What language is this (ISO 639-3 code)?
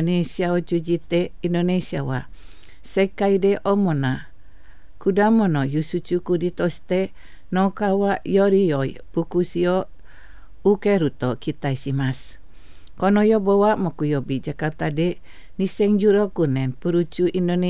jpn